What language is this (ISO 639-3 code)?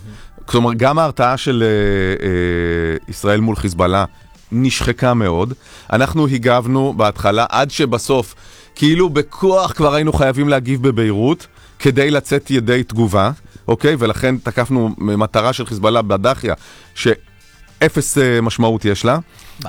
heb